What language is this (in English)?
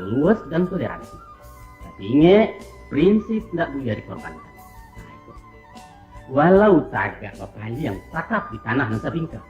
Minangkabau